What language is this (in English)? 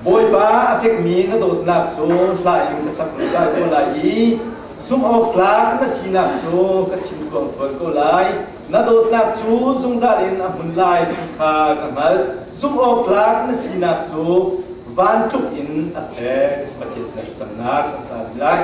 Hakha Chin